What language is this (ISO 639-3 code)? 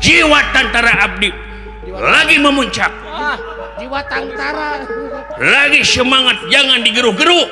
sun